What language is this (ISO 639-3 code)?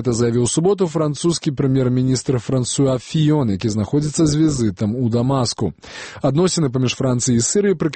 bel